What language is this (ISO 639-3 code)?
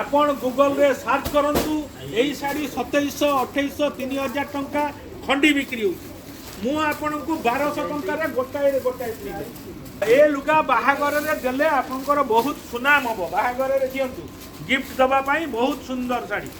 ori